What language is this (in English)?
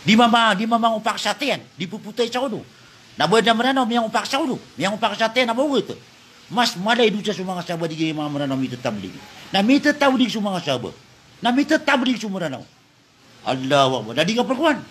Maranao